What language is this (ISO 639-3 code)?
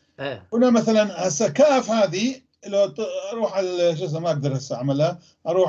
apc